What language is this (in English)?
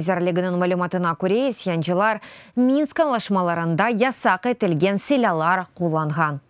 Crimean Tatar